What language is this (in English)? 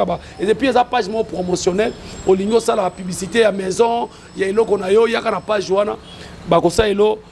Lingala